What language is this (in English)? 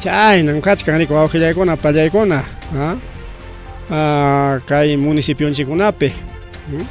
Ayacucho Quechua